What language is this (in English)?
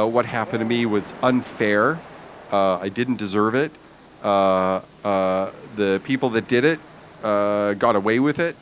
English